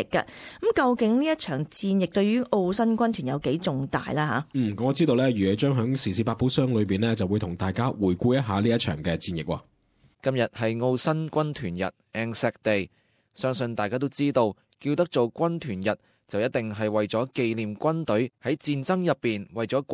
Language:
Cantonese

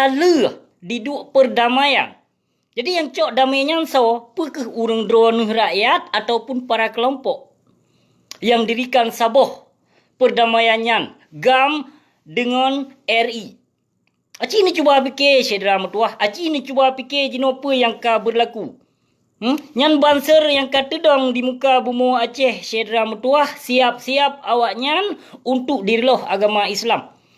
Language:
Achinese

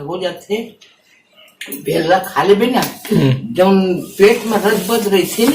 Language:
Chhattisgarhi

